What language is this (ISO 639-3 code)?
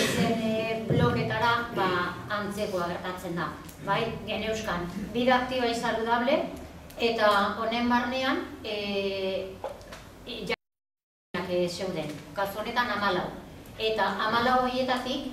eus